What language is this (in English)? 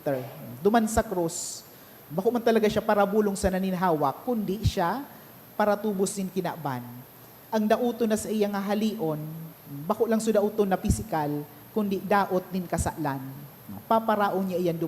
Bikol